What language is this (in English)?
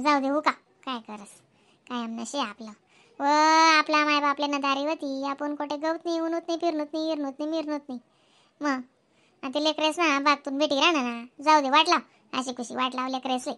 Khandesi